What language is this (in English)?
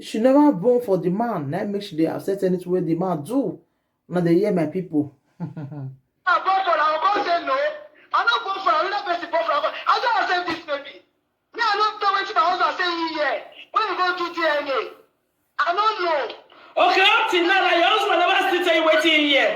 Nigerian Pidgin